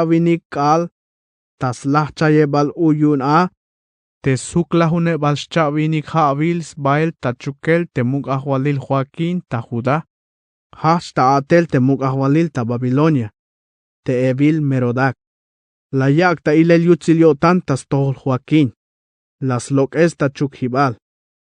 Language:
Tzeltal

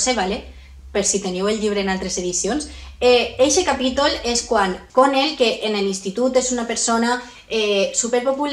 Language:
Catalan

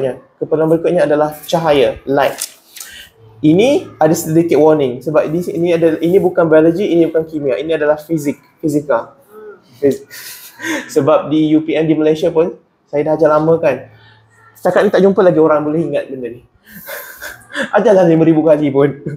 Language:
Malay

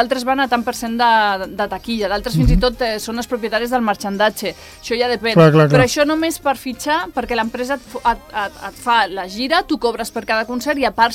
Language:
Catalan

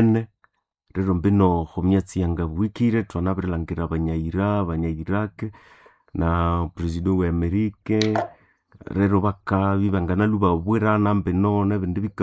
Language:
Nande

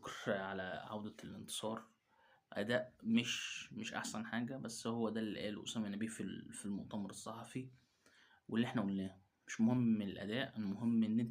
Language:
Egyptian Arabic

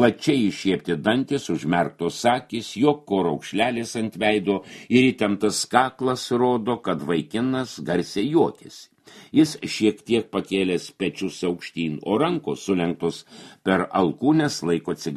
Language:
Lithuanian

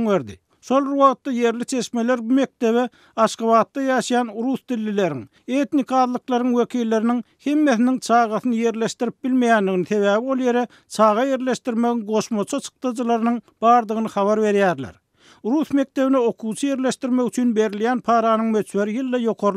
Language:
Turkmen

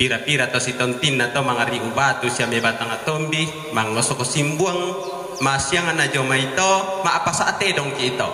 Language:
Toraja-Sa'dan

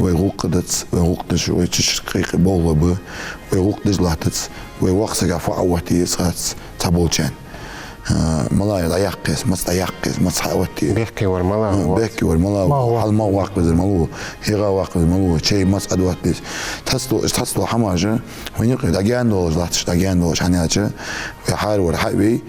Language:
Ingush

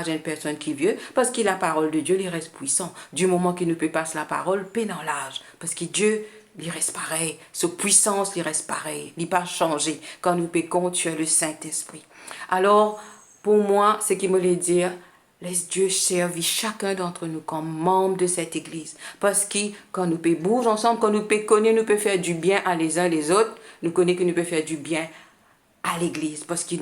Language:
Morisyen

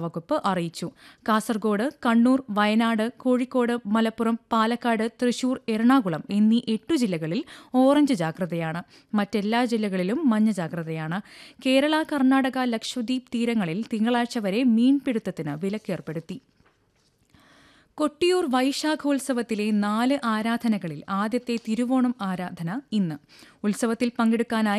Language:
Malayalam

